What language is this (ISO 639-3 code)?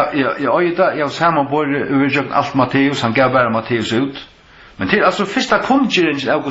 fao